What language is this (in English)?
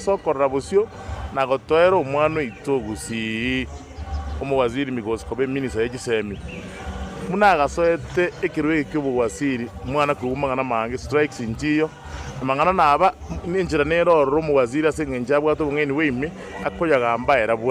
Gusii